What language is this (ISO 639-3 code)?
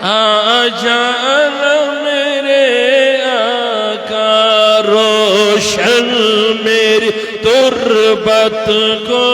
kas